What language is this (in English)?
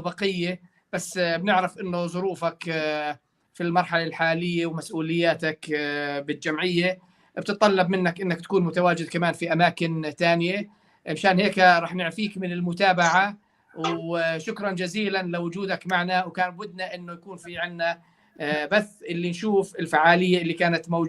North Levantine Arabic